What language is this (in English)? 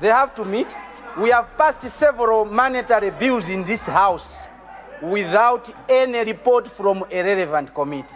Nyanja